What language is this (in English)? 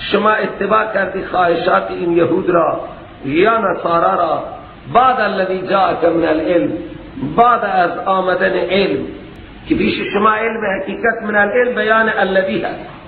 Persian